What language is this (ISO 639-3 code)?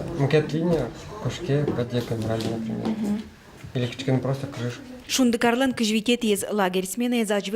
udm